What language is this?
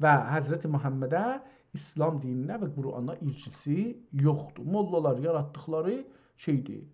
South Azerbaijani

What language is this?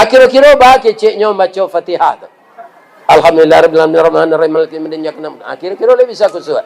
Minangkabau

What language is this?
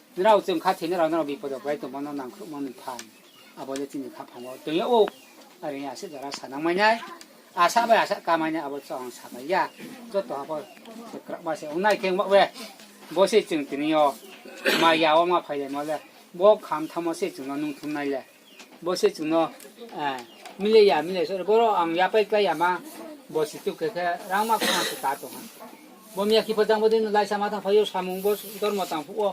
Riang (India)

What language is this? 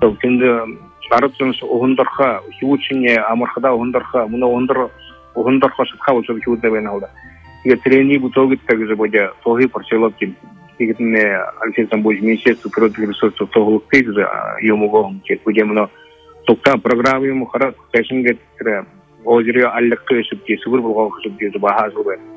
Buriat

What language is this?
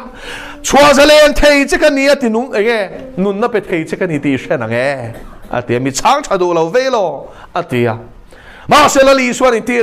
Mizo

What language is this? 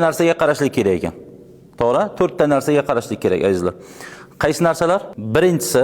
Uzbek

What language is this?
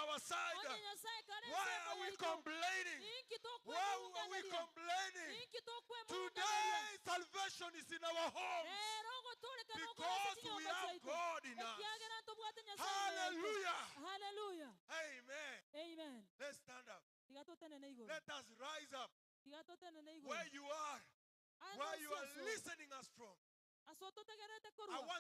Gusii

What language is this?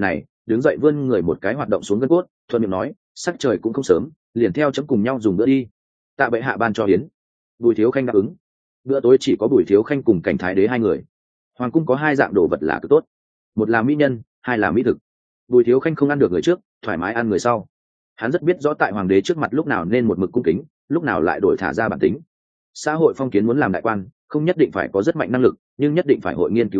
Vietnamese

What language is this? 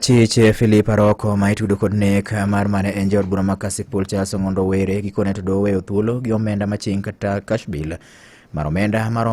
Luo (Kenya and Tanzania)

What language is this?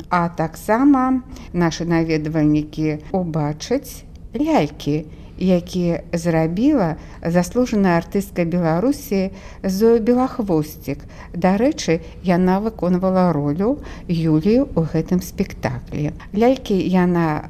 Belarusian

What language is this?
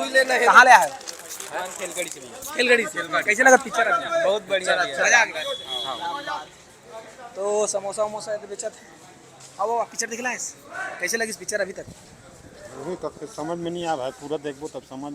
Chhattisgarhi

